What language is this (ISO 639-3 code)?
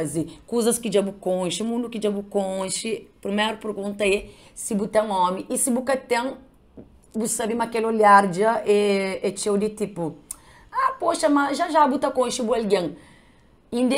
kea